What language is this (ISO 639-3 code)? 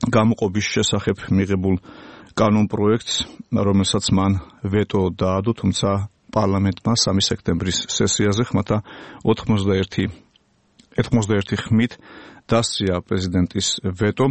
kat